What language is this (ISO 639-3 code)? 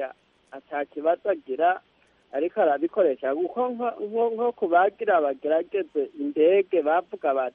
kin